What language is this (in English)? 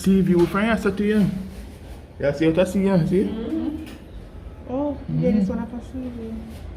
Jamaican Creole English